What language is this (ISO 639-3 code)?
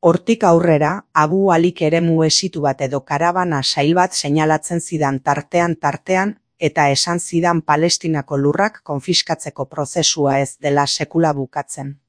eus